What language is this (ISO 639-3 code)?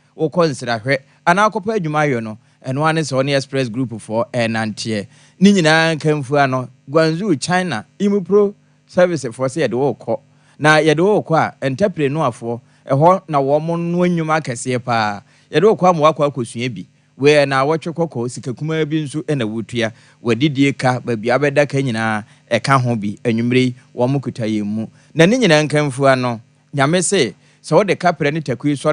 aka